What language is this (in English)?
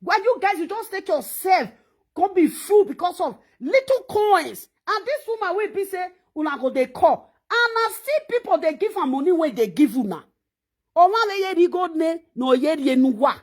Nigerian Pidgin